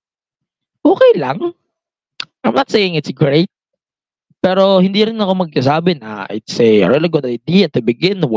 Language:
Filipino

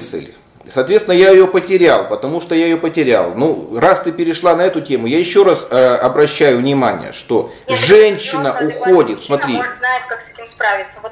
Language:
Russian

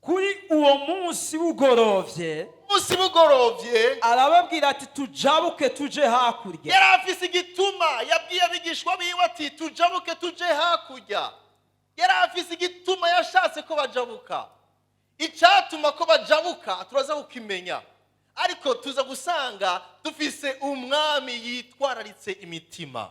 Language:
Rundi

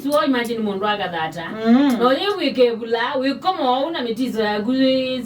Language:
Kamba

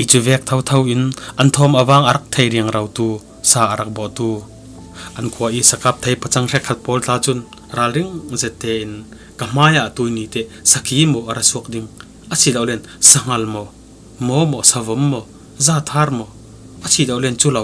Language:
Falam Chin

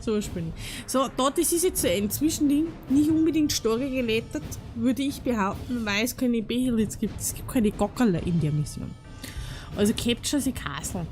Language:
Bavarian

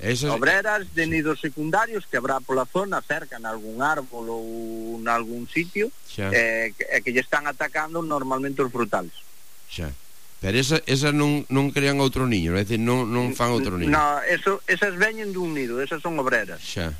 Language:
Galician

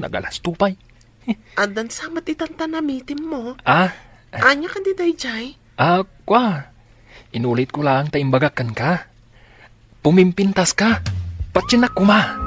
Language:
Iloko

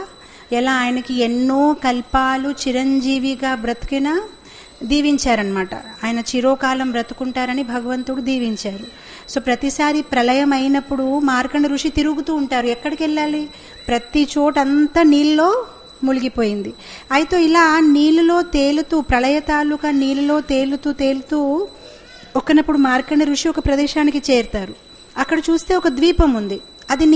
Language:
Telugu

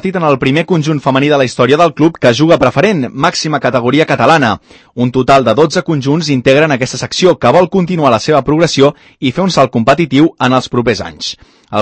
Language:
Catalan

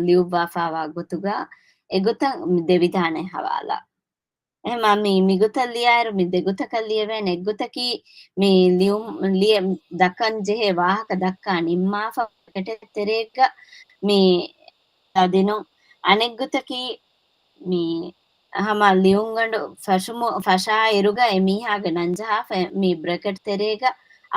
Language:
Divehi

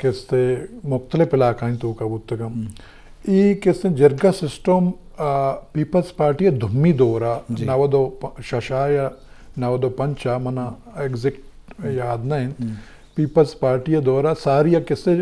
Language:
Eastern Balochi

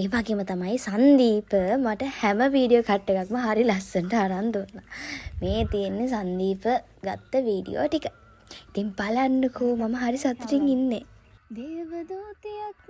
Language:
Sinhala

